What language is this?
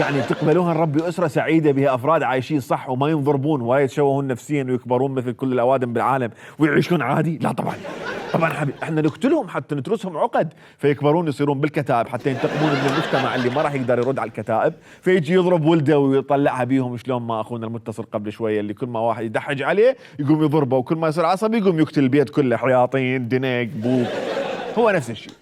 Mesopotamian Arabic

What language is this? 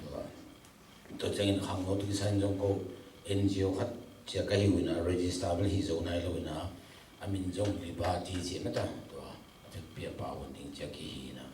Tedim Chin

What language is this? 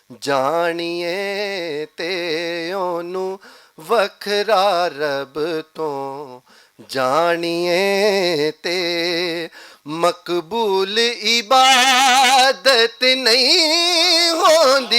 Western Panjabi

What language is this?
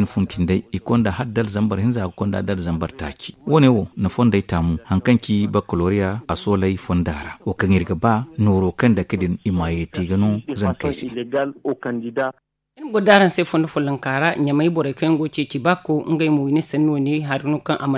Zarma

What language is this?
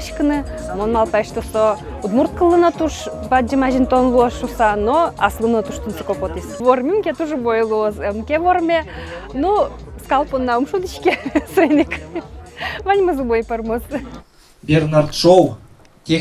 Udmurt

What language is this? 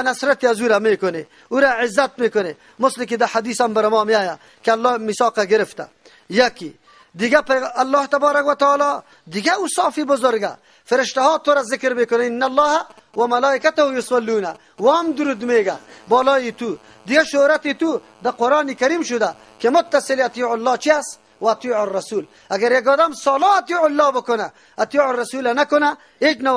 Persian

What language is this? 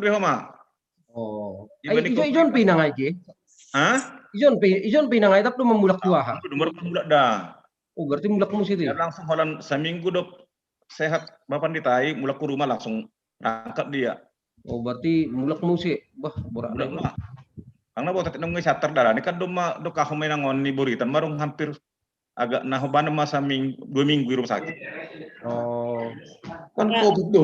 Batak Simalungun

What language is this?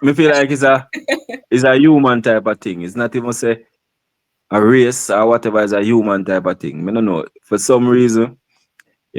Jamaican Creole English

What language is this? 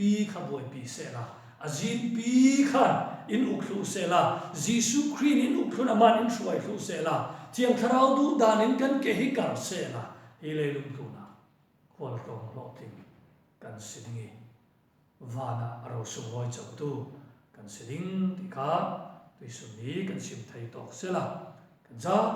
Falam Chin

